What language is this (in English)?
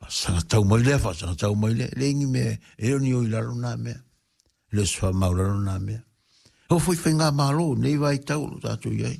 Samoan